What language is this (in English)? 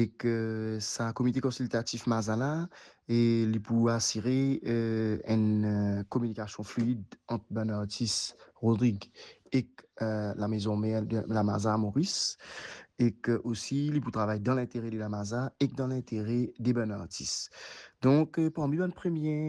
Morisyen